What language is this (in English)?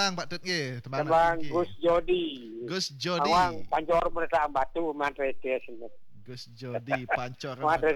Balinese